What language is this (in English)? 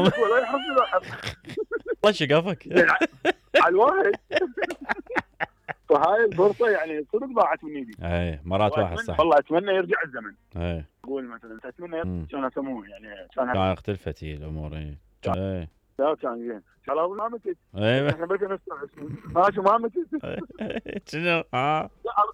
Mesopotamian Arabic